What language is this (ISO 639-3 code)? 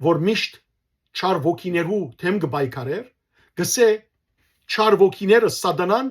hyw